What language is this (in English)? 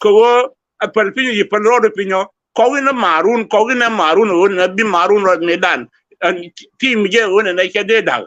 Nuer